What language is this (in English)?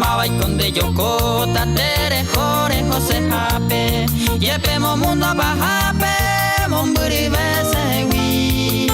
Guarani